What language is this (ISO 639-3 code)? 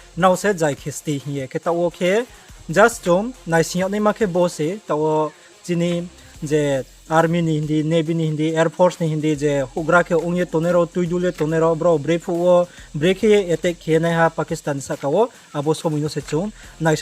ria